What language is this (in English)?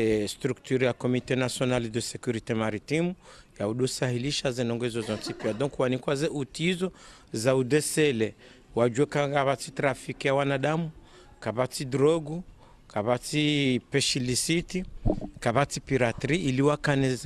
Ngazidja Comorian